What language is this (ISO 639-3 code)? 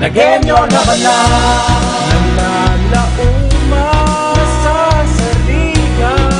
bik